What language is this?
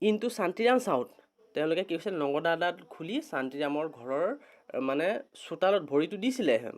Assamese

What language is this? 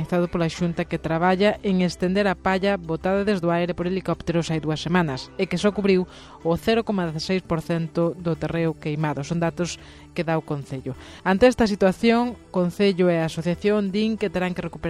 Galician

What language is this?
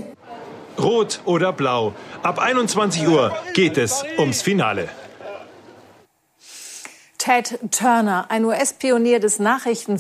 German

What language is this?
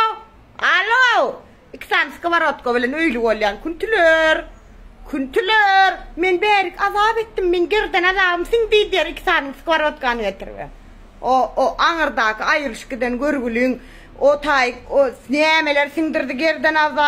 Turkmen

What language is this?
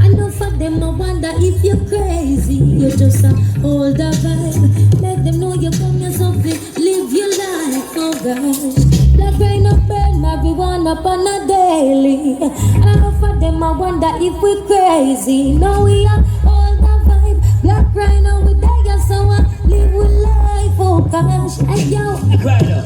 Jamaican Creole English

